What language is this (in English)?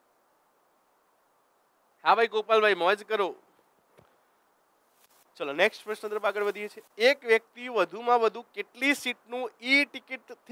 Gujarati